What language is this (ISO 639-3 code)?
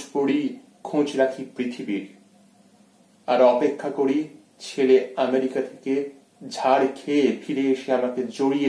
ben